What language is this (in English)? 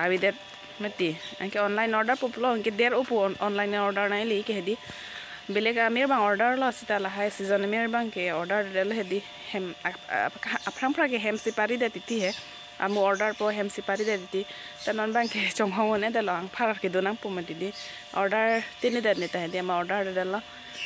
Karbi